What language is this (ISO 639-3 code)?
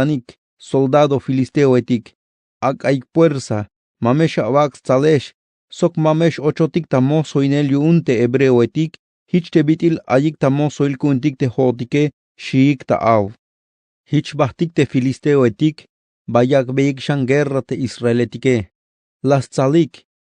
tzh